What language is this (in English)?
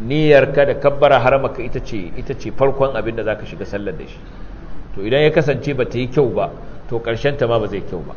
Hausa